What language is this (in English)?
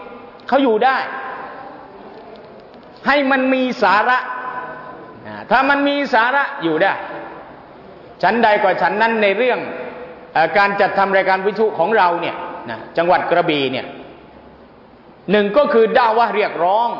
Thai